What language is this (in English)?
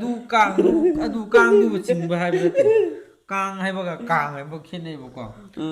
Manipuri